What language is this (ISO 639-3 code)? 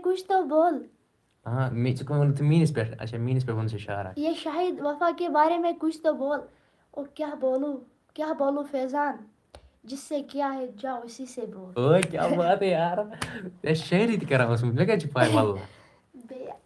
kas